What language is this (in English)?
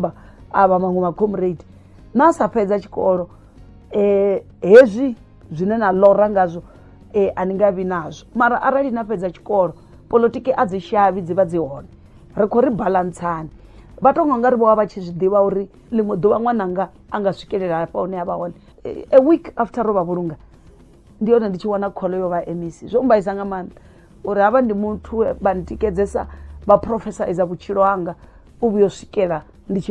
Venda